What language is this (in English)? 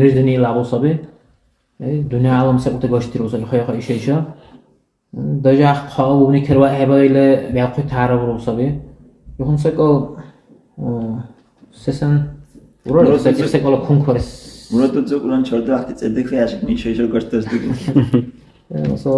Dargwa